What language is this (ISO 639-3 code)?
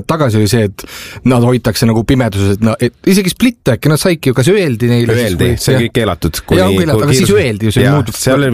est